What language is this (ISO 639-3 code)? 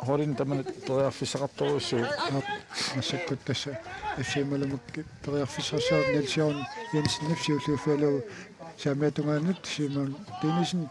kal